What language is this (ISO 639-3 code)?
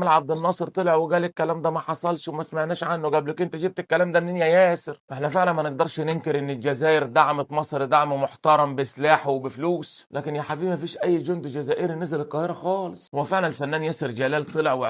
arz